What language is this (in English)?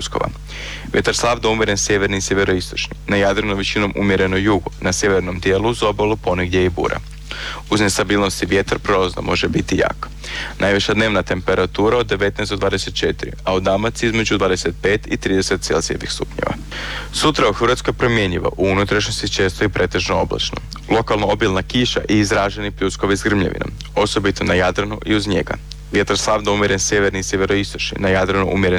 Croatian